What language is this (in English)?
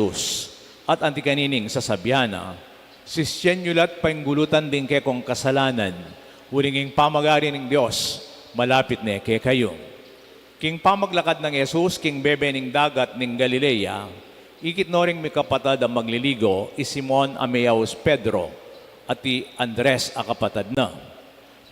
Pampanga